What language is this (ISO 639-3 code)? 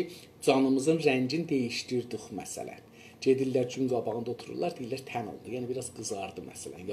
azb